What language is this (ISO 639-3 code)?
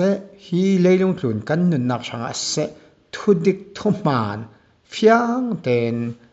cfm